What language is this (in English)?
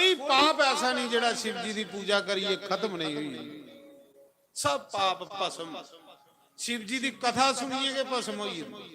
Dogri